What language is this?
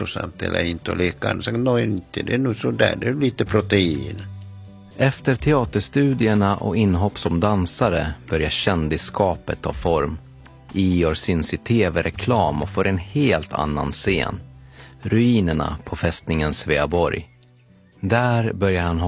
Swedish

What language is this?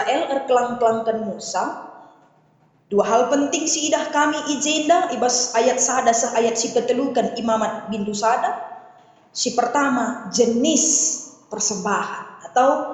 Batak Karo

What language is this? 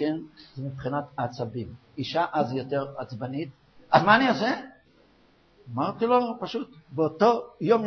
Hebrew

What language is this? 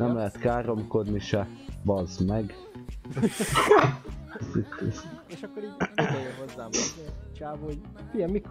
Hungarian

